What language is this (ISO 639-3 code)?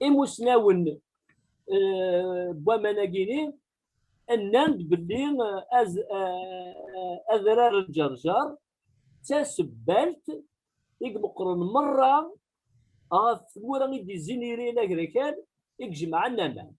kab